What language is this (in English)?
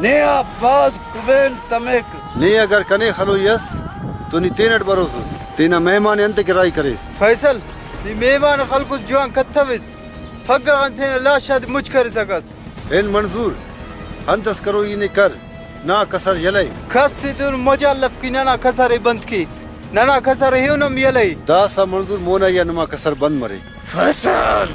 Brahui